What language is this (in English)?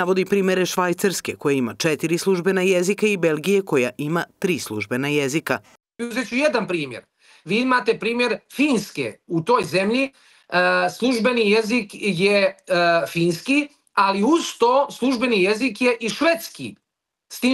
Serbian